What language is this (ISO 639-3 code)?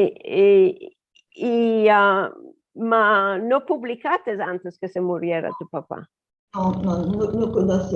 lad